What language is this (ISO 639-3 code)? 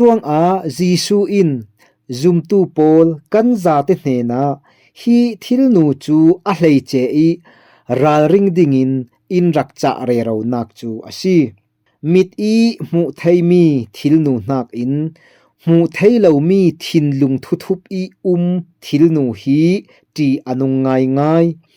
cfm